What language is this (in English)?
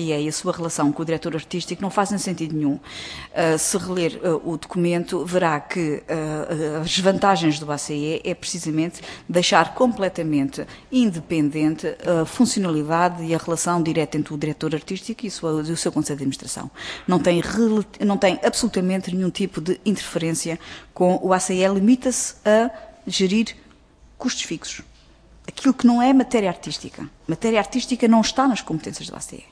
Portuguese